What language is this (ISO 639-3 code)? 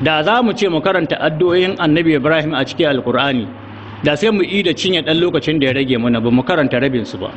hau